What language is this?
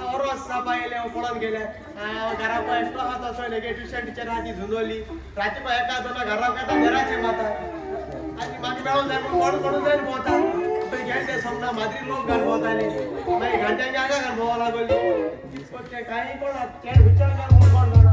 Konkani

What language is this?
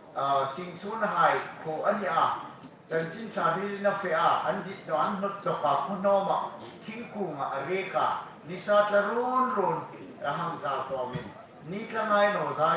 Hmar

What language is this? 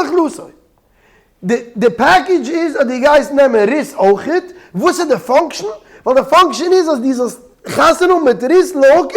Yiddish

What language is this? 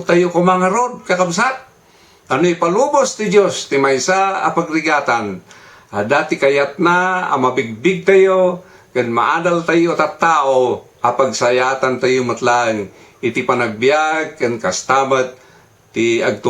Iloko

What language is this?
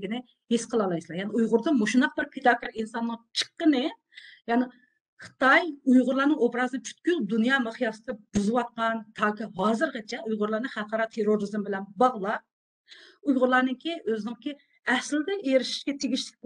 Uyghur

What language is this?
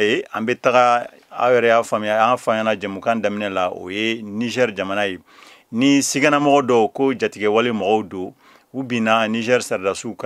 Bambara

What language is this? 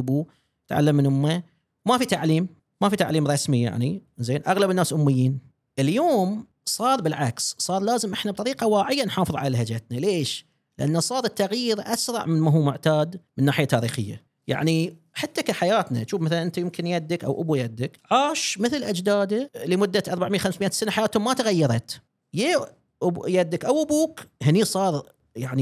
Gulf Arabic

